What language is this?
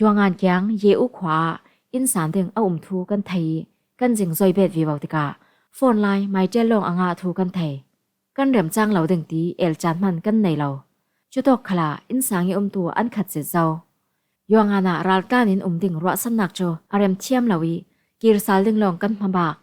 Falam Chin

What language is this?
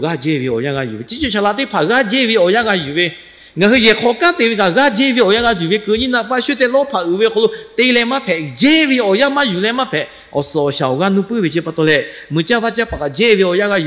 Lahu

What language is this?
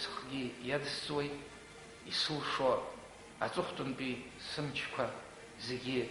Abkhazian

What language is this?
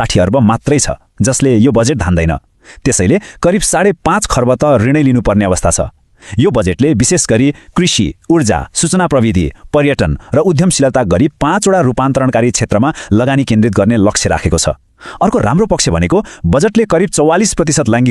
Nepali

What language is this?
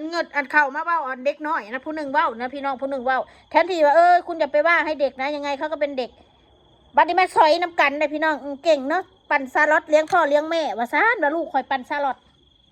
Northeastern Thai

